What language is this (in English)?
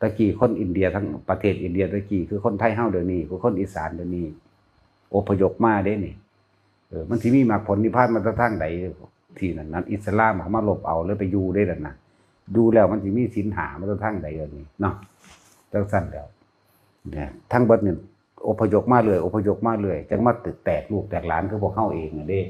Northeastern Thai